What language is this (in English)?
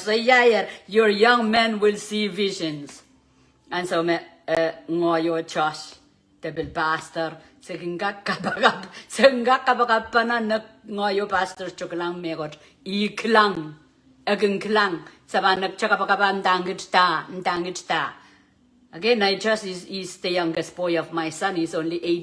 Pohnpeian